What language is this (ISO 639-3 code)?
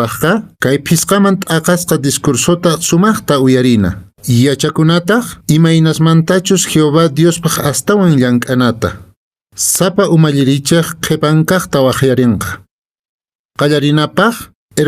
que